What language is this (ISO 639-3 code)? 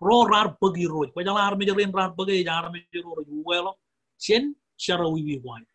mah